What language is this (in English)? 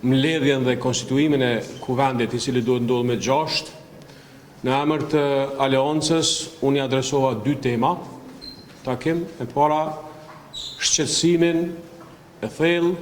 Albanian